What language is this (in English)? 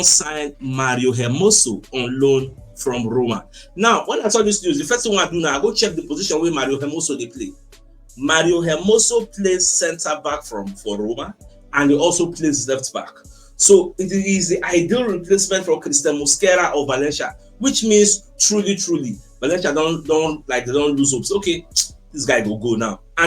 Nigerian Pidgin